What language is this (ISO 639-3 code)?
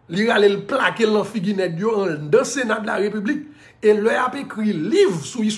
hat